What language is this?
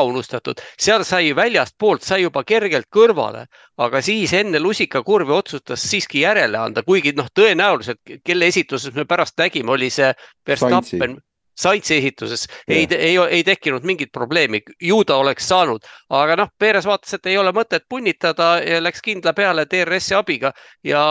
Estonian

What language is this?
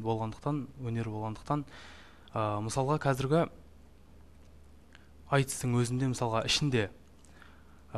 Kazakh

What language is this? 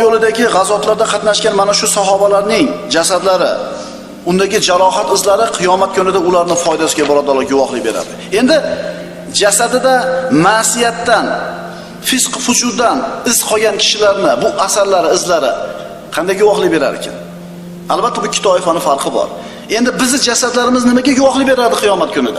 Uzbek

